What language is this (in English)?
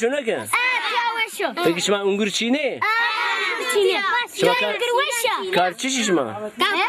Zaza